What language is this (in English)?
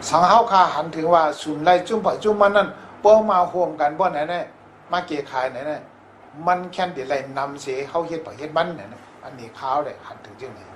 Shan